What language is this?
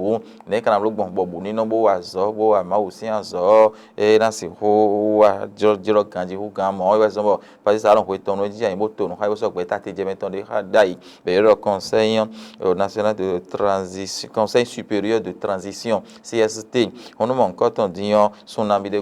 Fon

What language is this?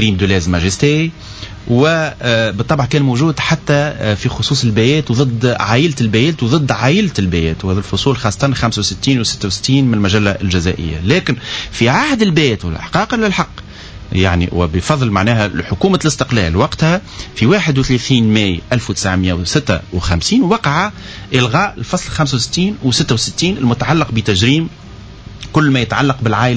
Tunisian Arabic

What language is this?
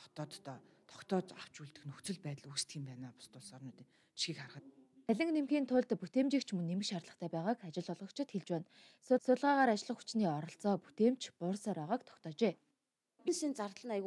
Mongolian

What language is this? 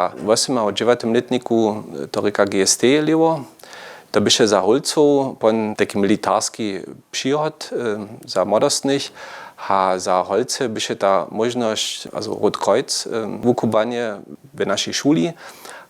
Upper Sorbian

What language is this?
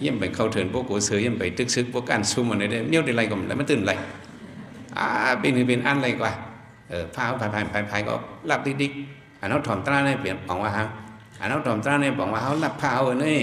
Shan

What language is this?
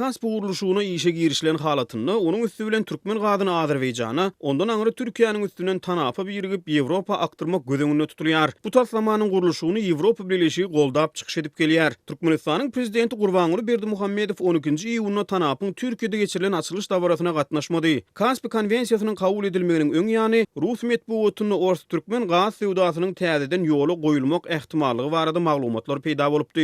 Turkmen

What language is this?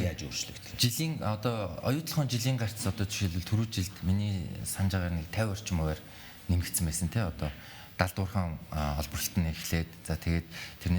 Mongolian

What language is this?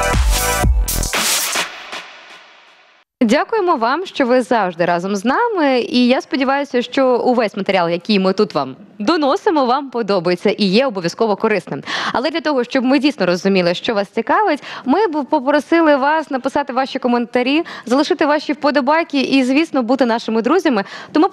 Ukrainian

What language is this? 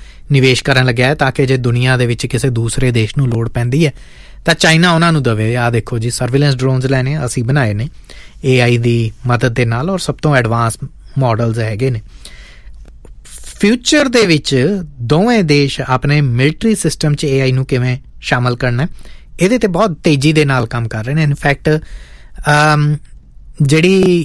Punjabi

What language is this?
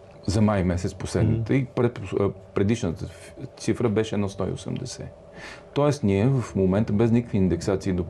Bulgarian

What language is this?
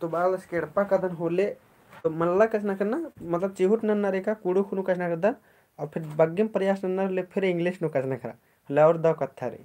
Kurukh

